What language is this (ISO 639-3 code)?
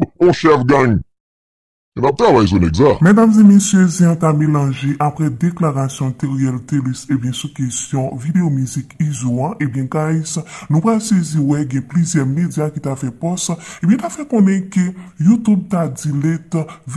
hat